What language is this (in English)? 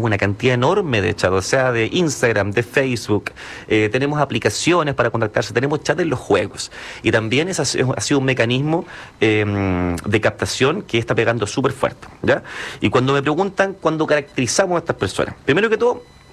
Spanish